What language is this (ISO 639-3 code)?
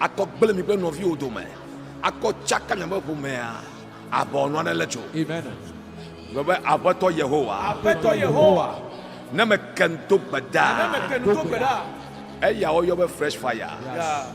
ewe